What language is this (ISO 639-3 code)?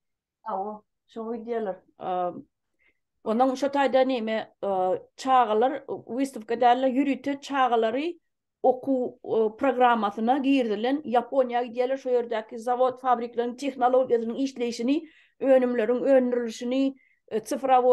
tuk